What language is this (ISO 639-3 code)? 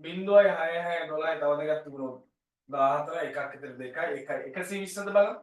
sin